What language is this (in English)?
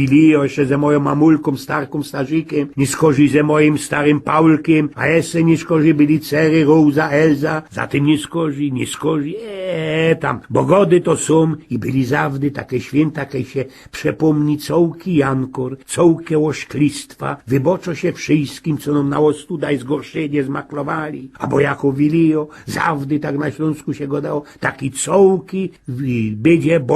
Silesian